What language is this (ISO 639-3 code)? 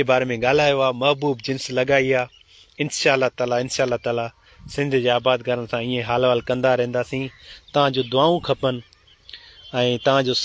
snd